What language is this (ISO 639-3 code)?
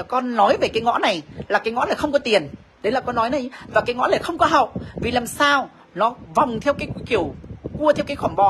vie